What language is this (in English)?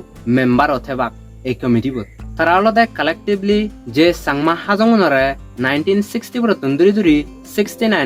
Chakma